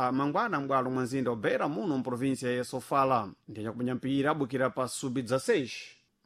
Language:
Sena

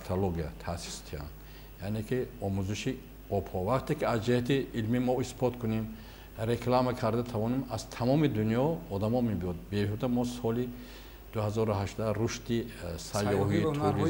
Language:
Tajik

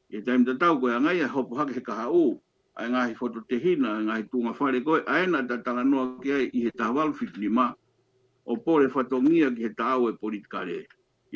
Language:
Tongan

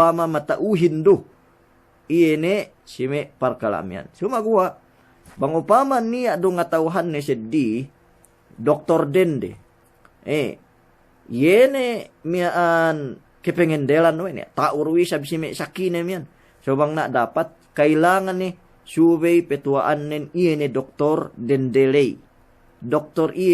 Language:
Yakan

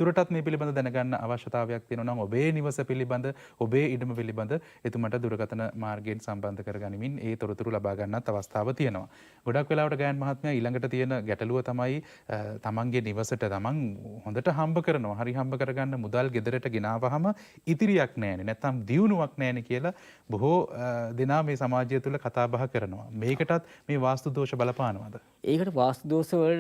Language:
Sinhala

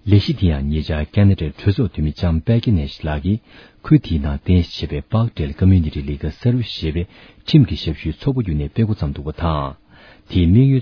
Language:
Tibetan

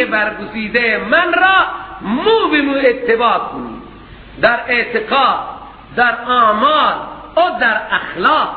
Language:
Persian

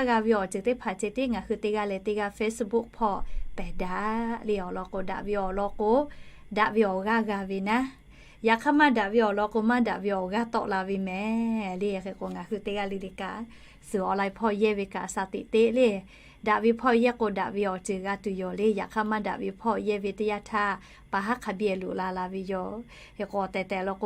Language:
Lahu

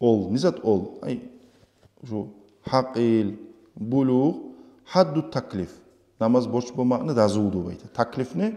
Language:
Kumyk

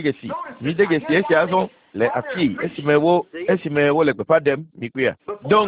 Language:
Ewe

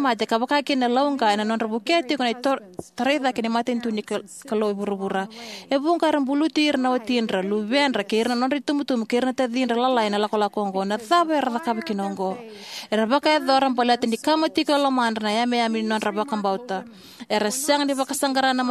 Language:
Fijian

